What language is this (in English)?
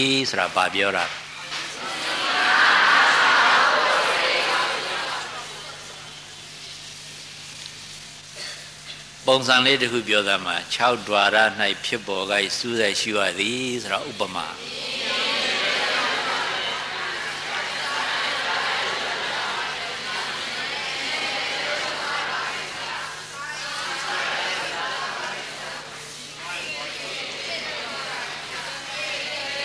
Burmese